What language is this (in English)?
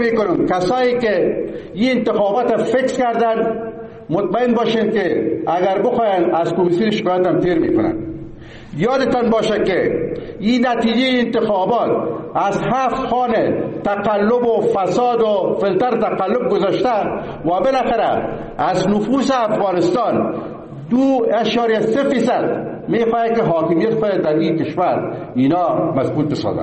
Persian